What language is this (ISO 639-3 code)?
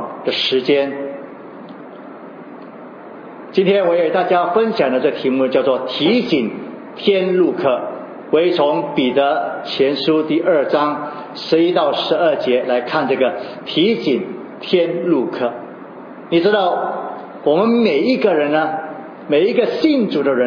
zho